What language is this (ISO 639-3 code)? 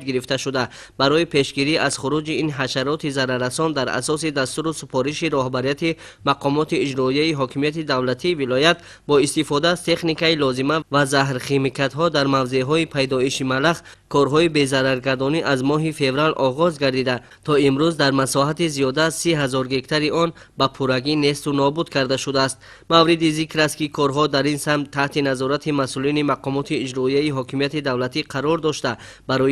tgk